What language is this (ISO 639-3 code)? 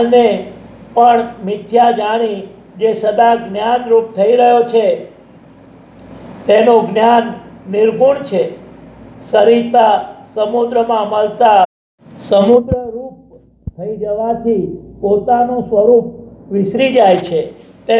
guj